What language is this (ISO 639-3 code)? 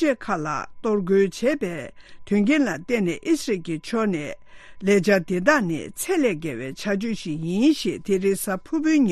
bod